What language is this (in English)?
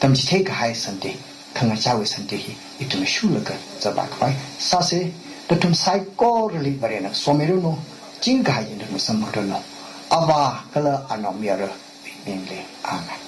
Tangkhul Naga (India)